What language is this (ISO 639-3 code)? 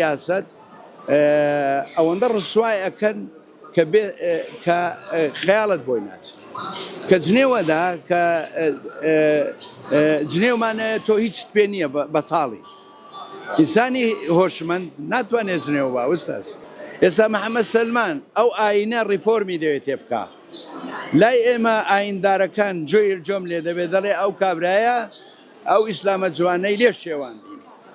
ckb